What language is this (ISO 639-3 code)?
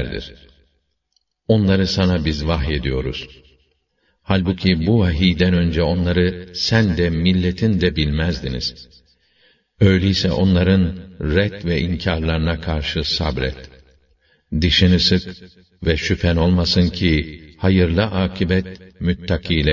tur